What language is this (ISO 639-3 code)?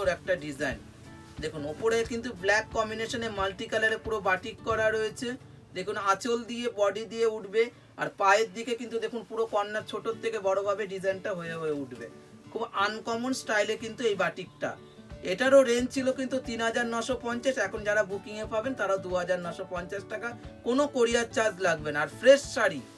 ben